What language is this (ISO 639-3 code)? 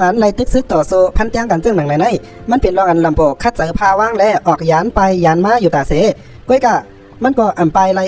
shn